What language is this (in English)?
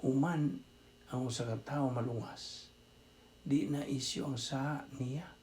Cebuano